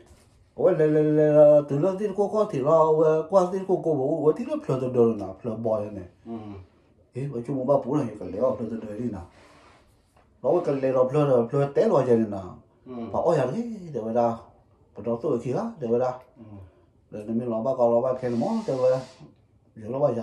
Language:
S'gaw Karen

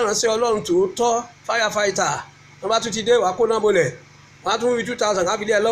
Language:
Yoruba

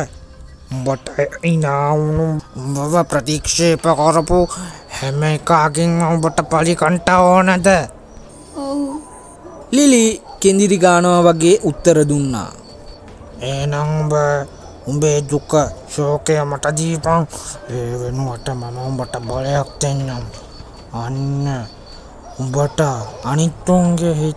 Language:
Sinhala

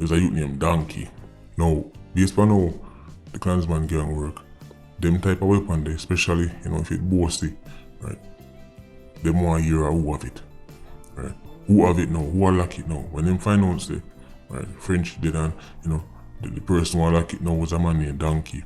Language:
Jamaican Creole English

